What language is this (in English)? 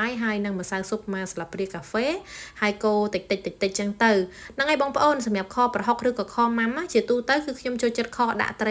Khmer